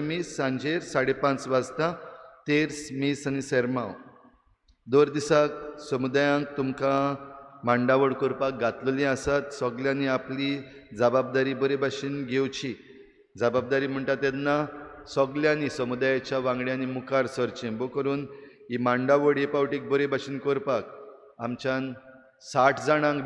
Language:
Konkani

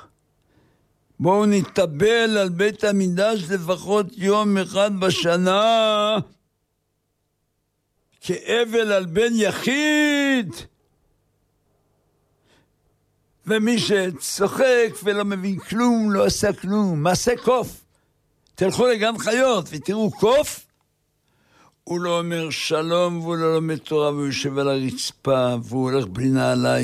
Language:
Hebrew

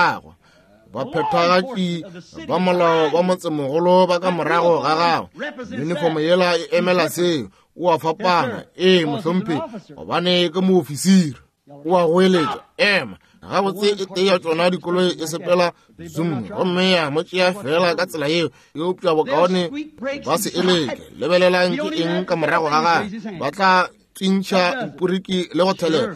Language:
Northern Sotho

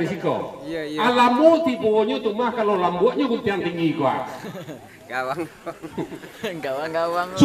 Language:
Minangkabau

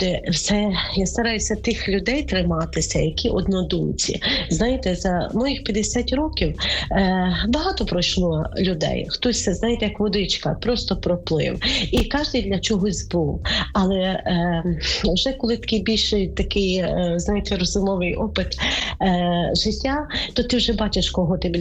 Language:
Ukrainian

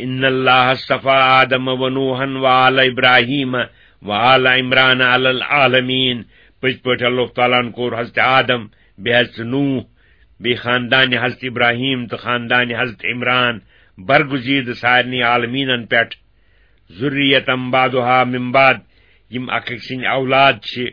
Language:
Kashmiri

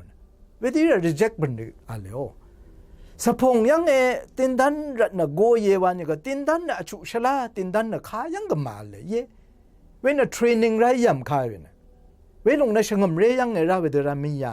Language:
Rawang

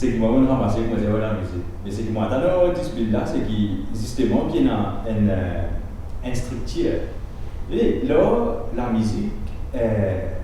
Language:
Morisyen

